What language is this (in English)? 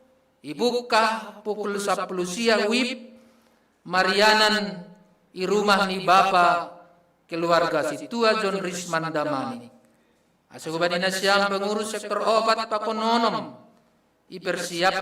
Batak Simalungun